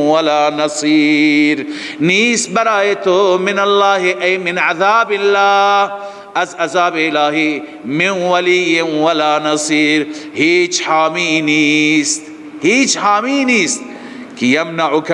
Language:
Persian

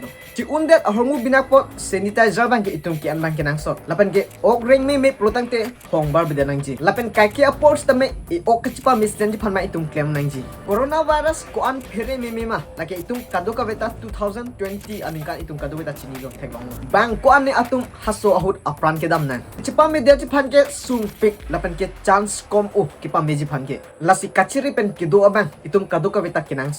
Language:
Karbi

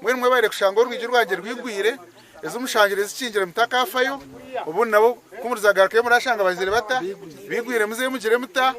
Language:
Nyankole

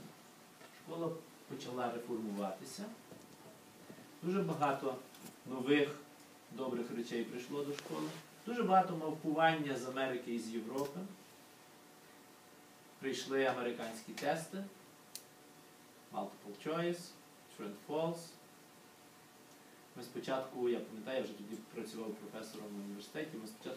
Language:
Ukrainian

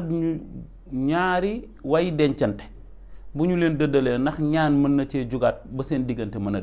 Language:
Wolof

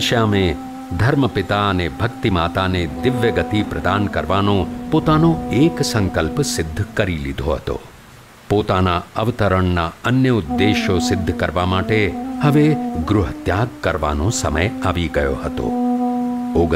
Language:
Gujarati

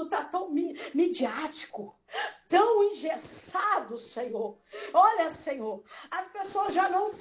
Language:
Portuguese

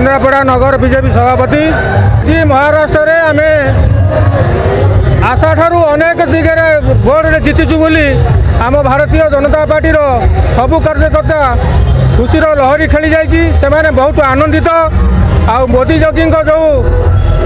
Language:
Odia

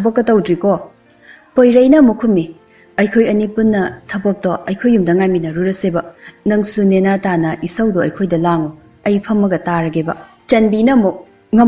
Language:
Manipuri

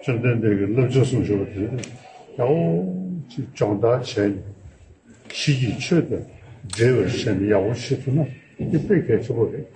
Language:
Tibetan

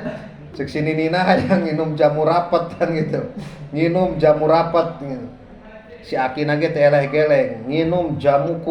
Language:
Sundanese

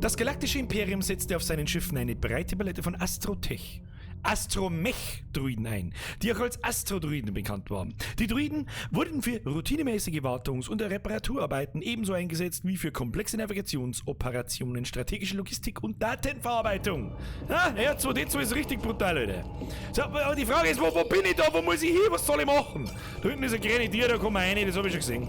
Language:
Bavarian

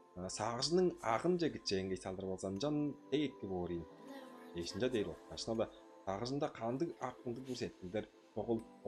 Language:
Tuvinian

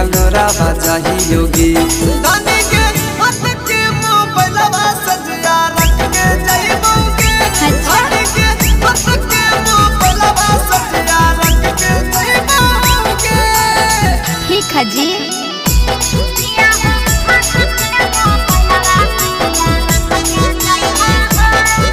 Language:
Bhojpuri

